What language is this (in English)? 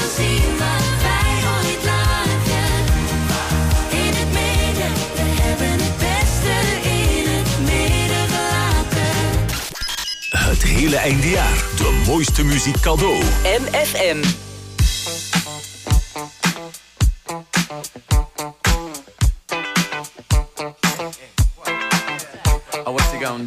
Dutch